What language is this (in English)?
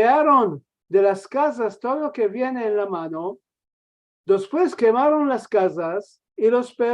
Ladino